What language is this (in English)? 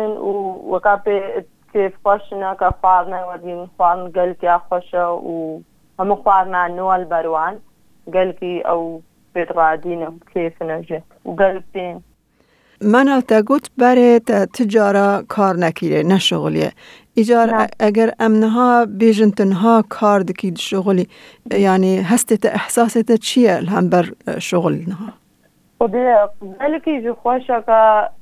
Kurdish